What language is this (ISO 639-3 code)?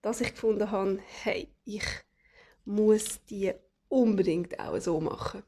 gsw